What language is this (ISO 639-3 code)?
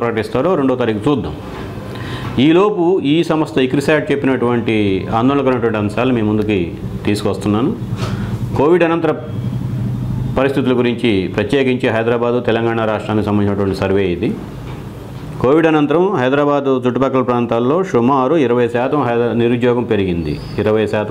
tel